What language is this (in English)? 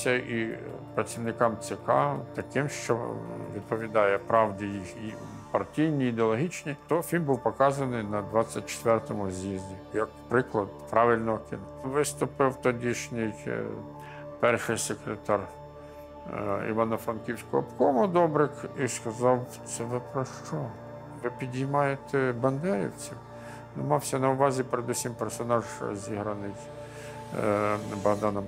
Ukrainian